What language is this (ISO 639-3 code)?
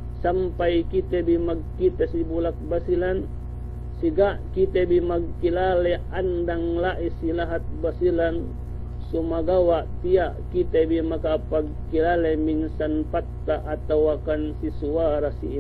yka